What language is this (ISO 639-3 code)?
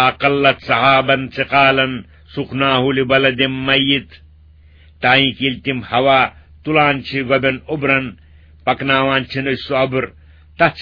kas